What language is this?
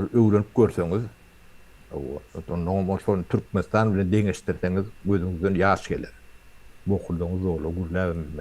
Turkmen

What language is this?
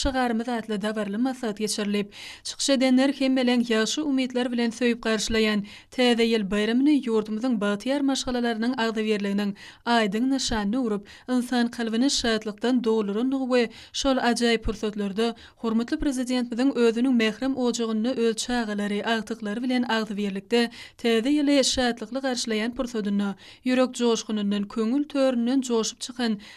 Turkmen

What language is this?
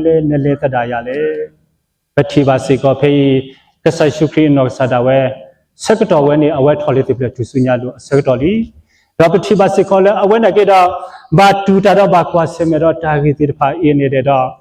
S'gaw Karen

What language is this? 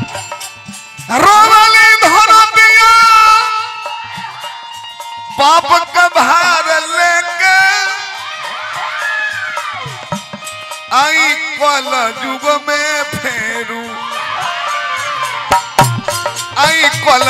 Bhojpuri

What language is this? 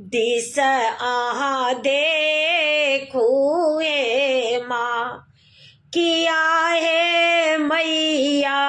Maithili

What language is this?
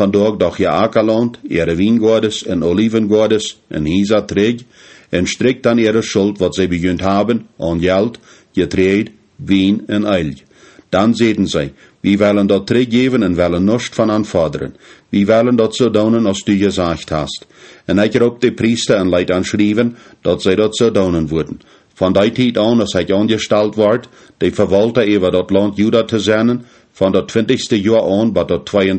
Plautdietsch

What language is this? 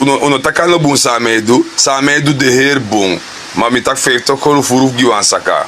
Sranan Tongo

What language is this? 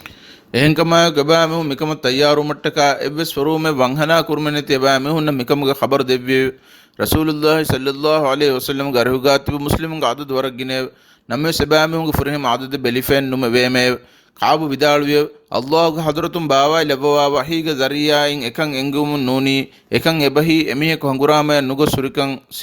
Divehi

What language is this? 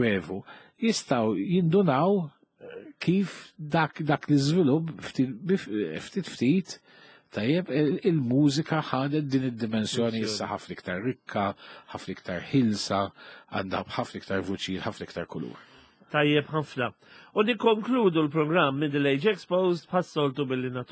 Maltese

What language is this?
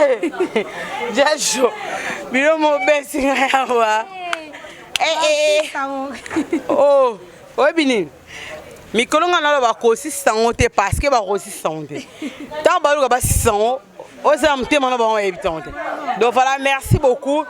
Lingala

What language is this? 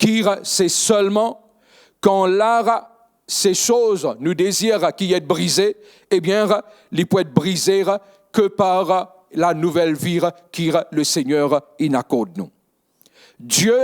Morisyen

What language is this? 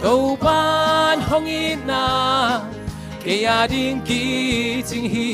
Tedim Chin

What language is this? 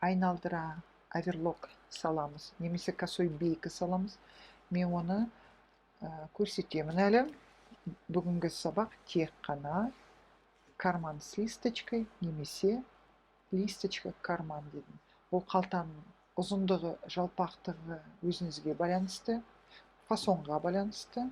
Kazakh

